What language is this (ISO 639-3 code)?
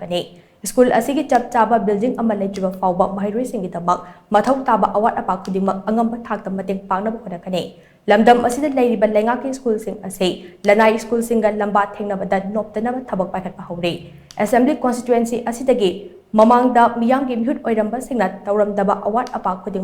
mni